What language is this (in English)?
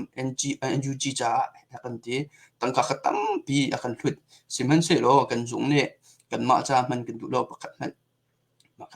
Hakha Chin